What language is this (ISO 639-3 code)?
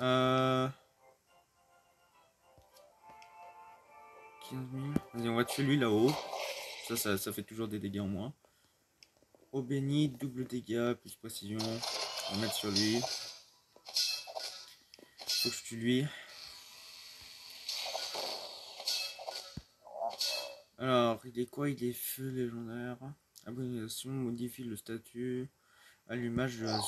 fra